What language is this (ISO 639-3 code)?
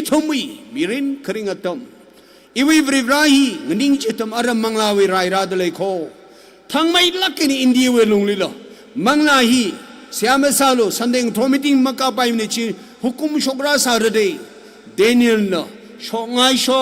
nmf